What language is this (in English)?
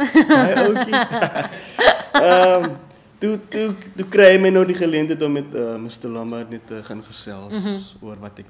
Afrikaans